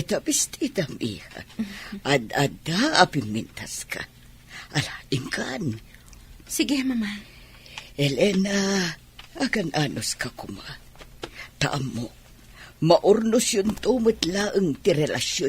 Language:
Iloko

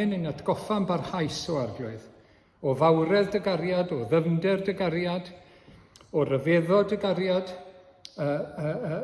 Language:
Welsh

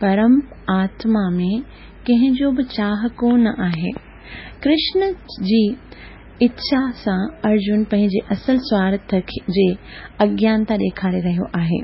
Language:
Sindhi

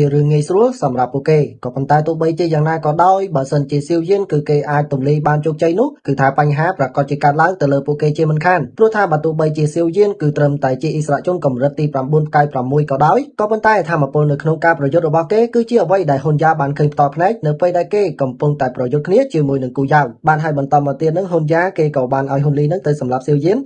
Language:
Khmer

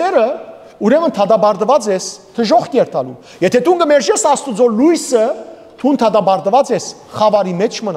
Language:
Western Armenian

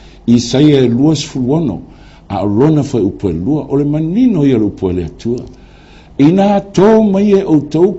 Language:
Samoan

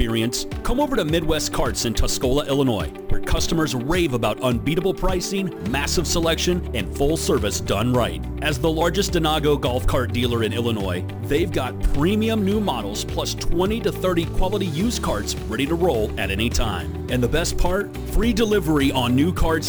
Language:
English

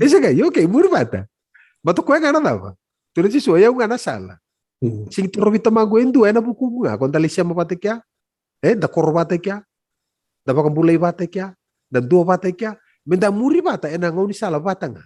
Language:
Fijian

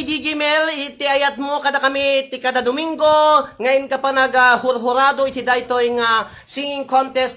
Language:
Iloko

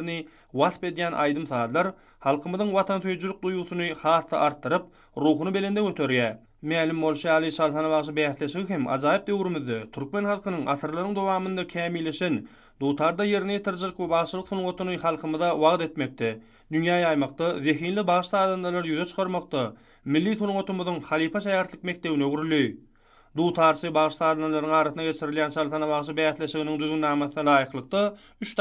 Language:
Turkmen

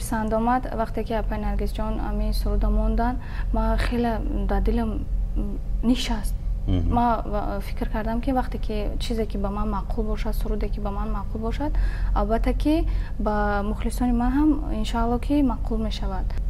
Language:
Tajik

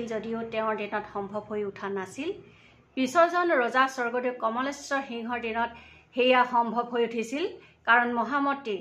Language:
Assamese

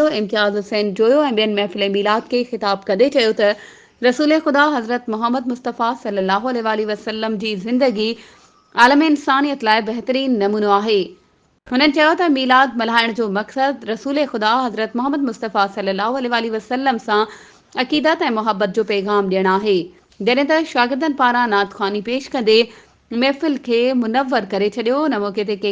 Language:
Sindhi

